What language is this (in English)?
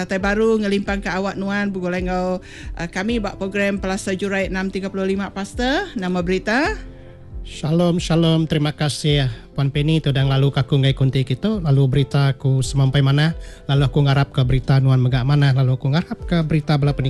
Iban